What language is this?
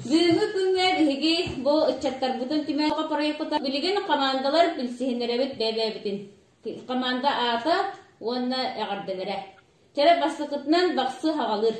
Yakut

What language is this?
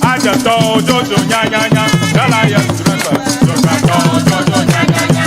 Ewe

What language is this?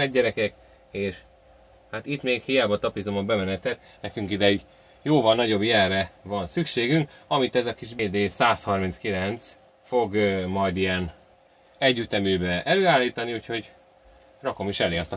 Hungarian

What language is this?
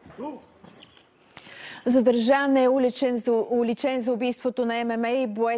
Bulgarian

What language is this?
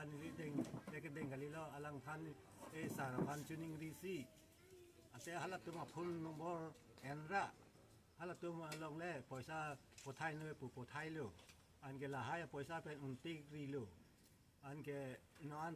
Karbi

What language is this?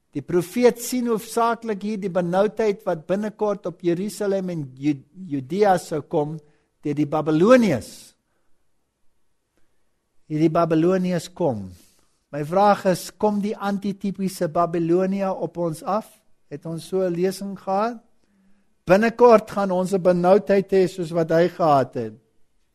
Afrikaans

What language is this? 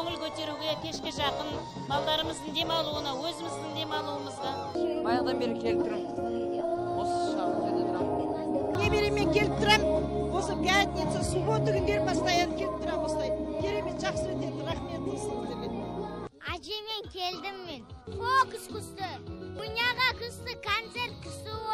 Kazakh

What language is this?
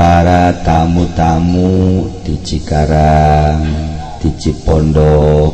Sundanese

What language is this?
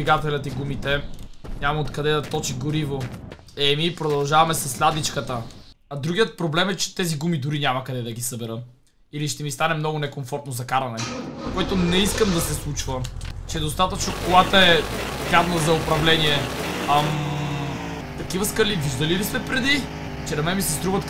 Bulgarian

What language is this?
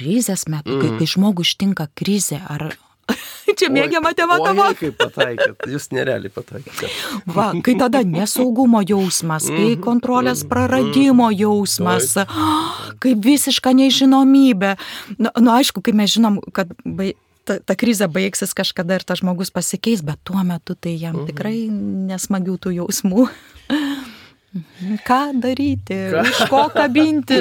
Lithuanian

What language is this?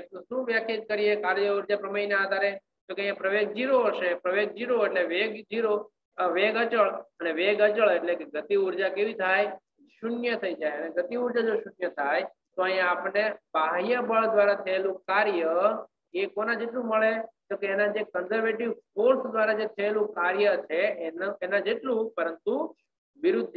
Gujarati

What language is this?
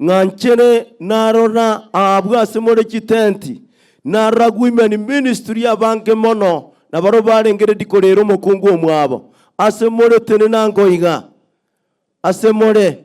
Gusii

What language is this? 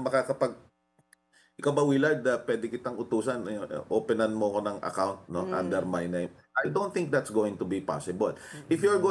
Filipino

